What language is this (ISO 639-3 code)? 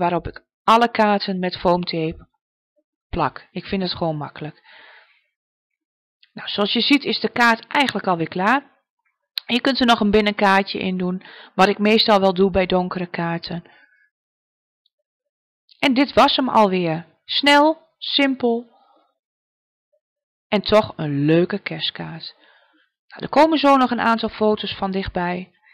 nld